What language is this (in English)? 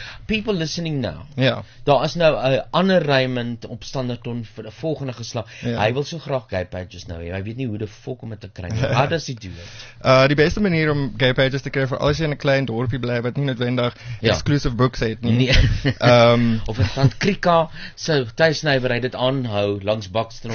Afrikaans